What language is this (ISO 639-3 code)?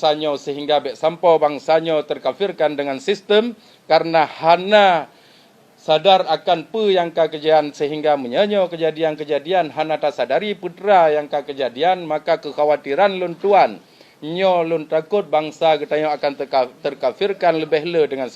ace